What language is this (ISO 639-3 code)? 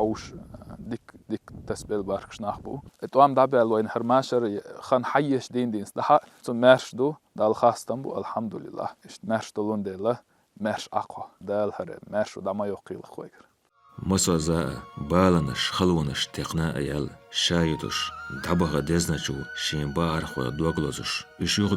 che